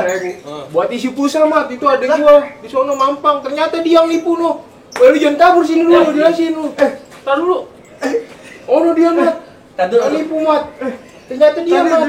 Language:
Betawi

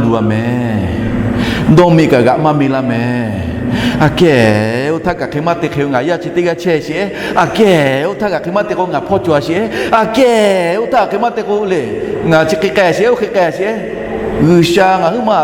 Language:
Lahu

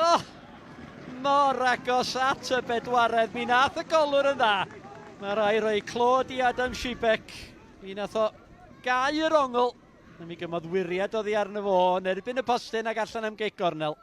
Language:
Welsh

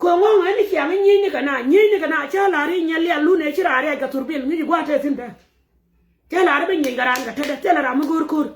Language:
Nuer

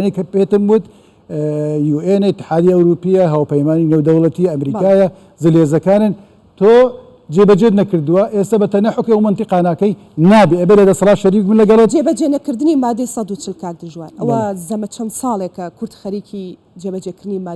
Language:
Central Kurdish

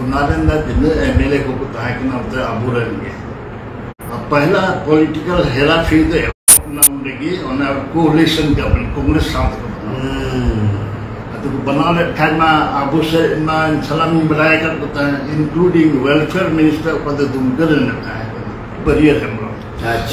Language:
Santali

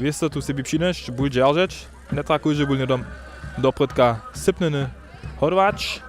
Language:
Upper Sorbian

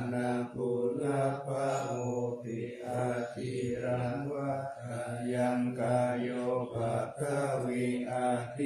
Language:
Pali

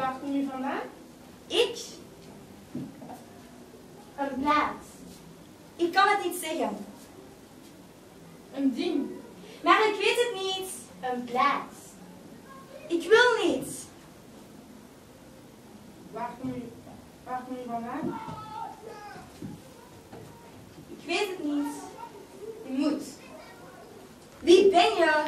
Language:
Dutch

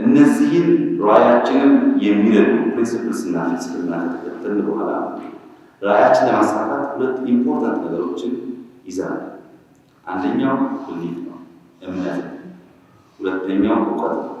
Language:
Amharic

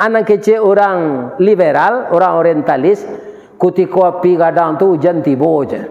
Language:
Minangkabau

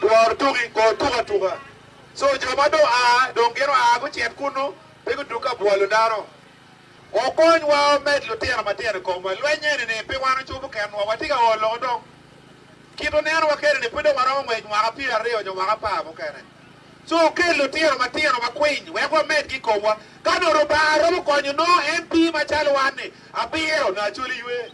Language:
Acoli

